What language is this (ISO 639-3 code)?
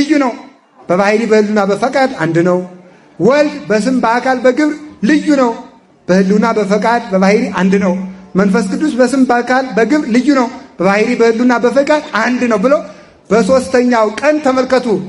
amh